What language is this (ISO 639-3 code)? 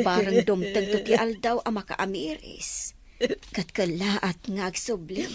ilo